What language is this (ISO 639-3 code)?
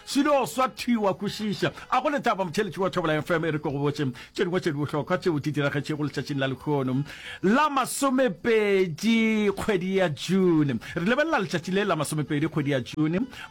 nso